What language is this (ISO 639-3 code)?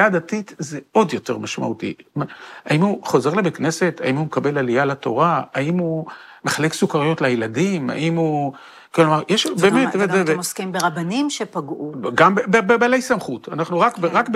heb